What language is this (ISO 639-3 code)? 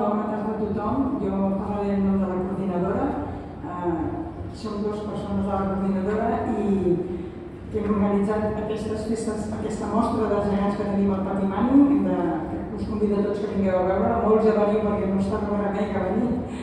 cat